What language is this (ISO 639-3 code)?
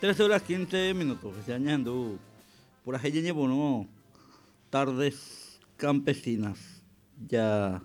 grn